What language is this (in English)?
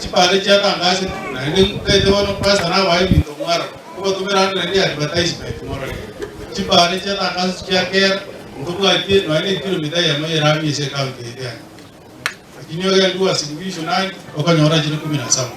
Gusii